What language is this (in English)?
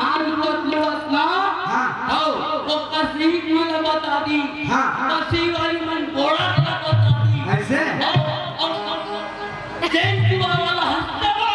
Chhattisgarhi